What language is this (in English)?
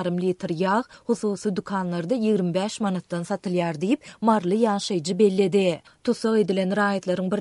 Turkmen